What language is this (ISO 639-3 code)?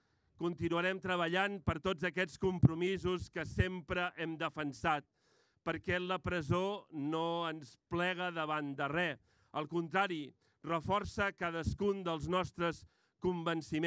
cat